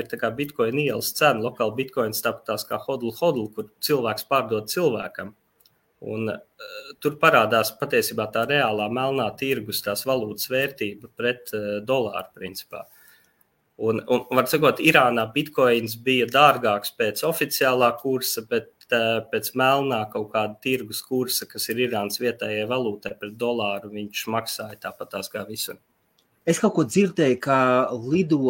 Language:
Latvian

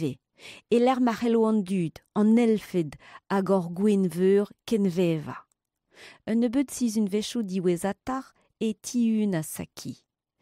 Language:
Breton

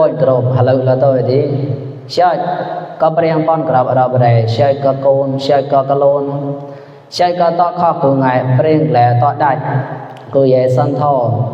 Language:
Mon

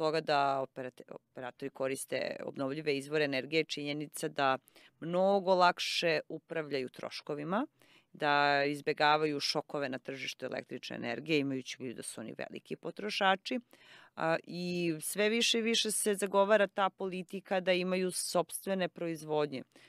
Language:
Serbian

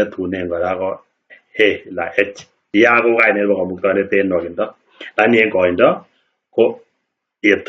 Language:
Kalenjin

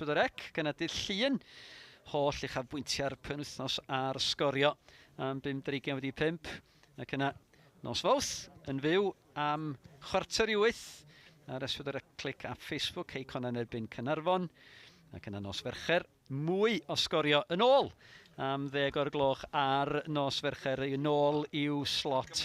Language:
Welsh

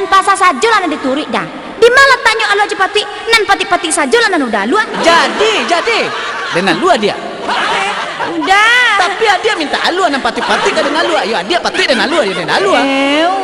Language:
Minangkabau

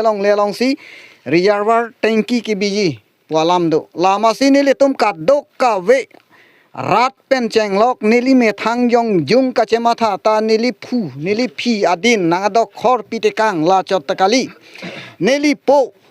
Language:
Karbi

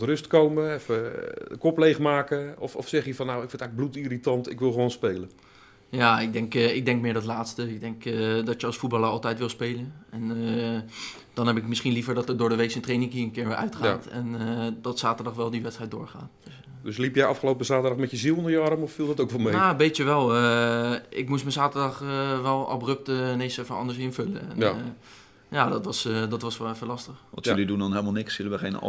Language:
Dutch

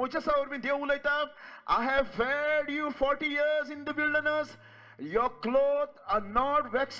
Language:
Konkani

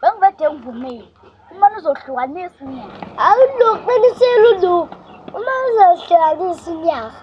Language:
Zulu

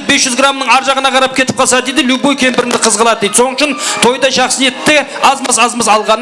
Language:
Kara-Kalpak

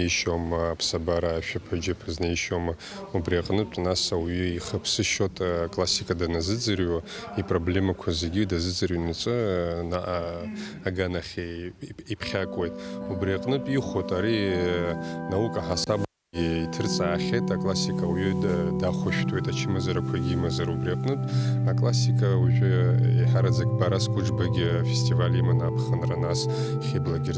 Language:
Abkhazian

